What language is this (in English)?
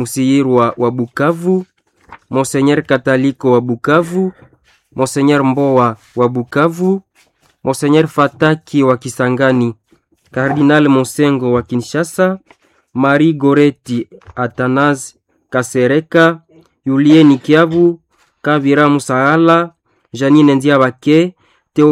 Swahili